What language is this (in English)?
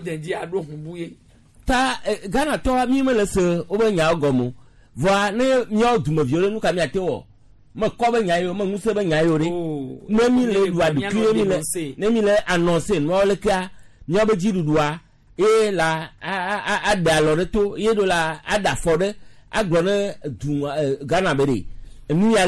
Gen